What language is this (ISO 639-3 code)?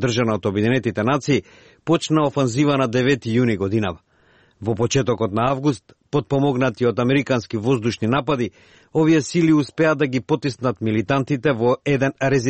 mkd